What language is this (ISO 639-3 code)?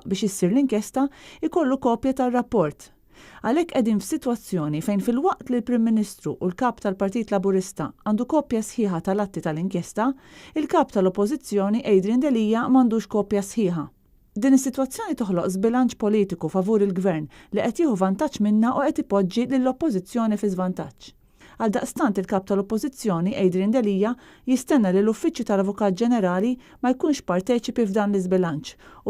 mlt